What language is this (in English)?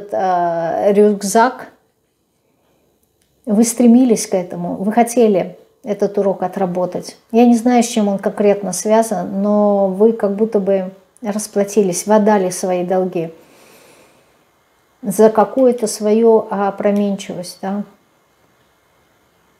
Russian